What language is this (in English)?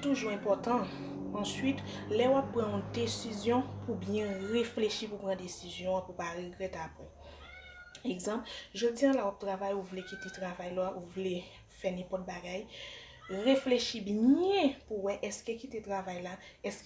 Haitian Creole